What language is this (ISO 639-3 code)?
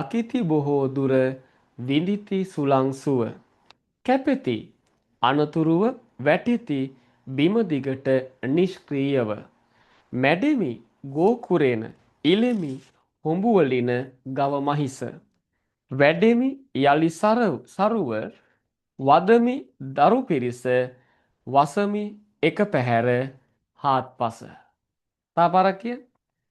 sin